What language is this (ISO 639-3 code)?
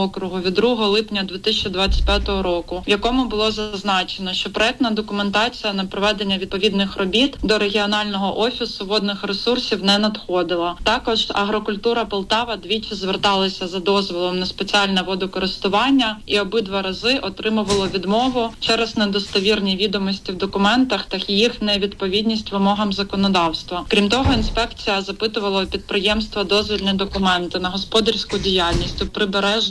ukr